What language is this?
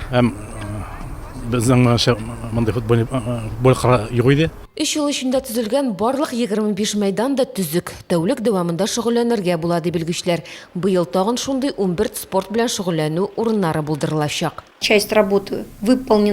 Tatar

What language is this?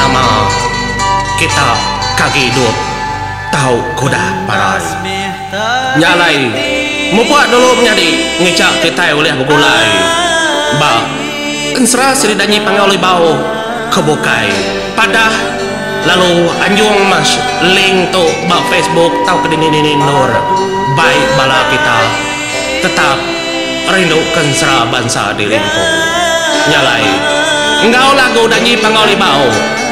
Iban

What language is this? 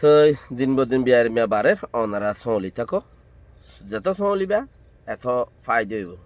Rohingya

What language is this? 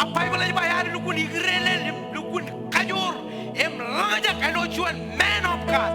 Marshallese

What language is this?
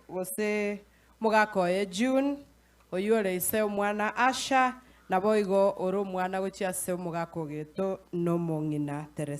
Gusii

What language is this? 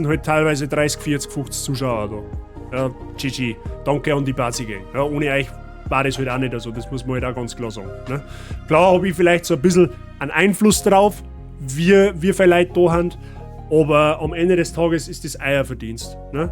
Bavarian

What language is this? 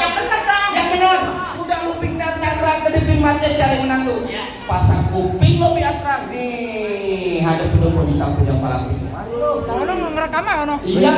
Betawi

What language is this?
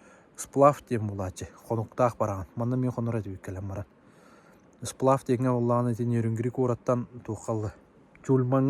Yakut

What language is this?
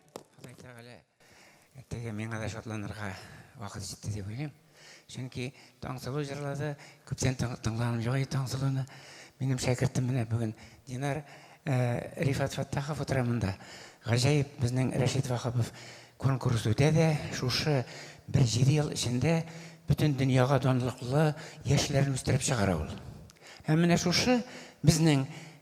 Tatar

